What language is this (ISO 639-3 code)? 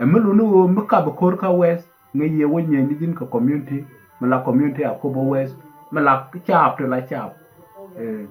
nus